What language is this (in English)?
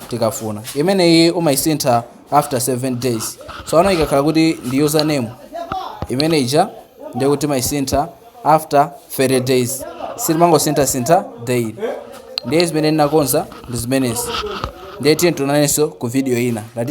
Nyanja